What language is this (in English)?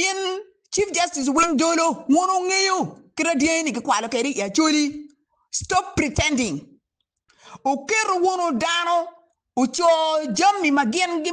Acoli